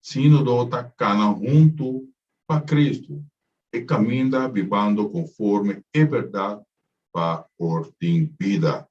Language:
Papiamento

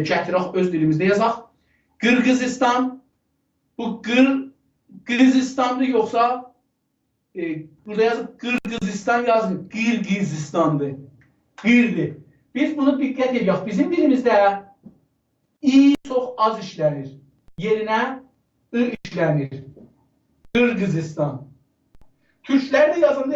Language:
South Azerbaijani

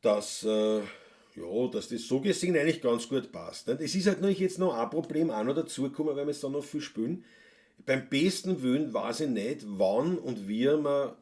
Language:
Bavarian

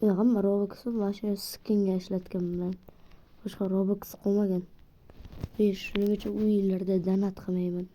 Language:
Uzbek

